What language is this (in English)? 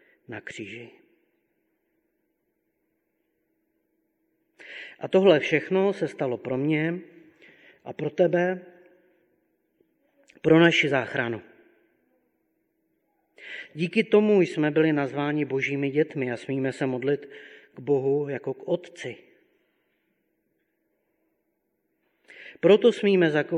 Czech